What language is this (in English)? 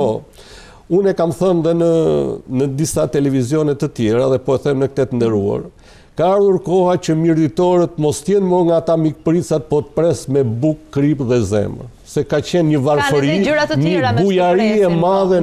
Albanian